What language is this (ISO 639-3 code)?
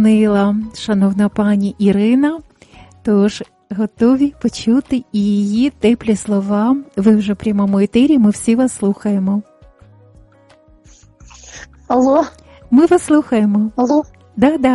ukr